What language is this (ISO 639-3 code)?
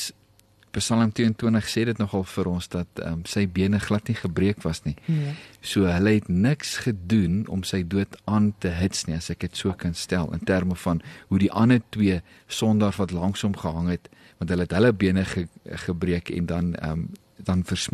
afr